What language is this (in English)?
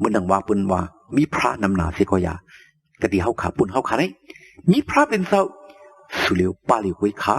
Shan